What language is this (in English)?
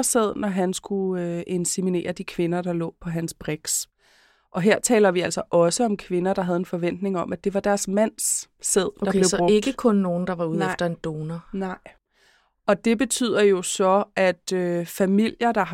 Danish